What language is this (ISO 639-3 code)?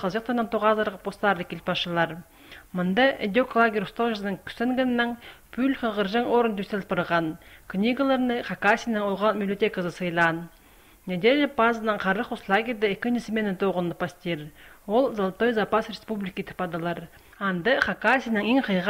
kjh